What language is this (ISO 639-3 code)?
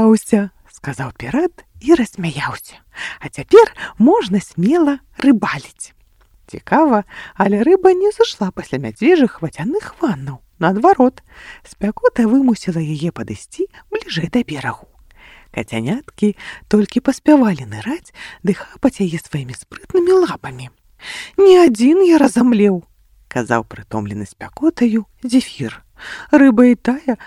bel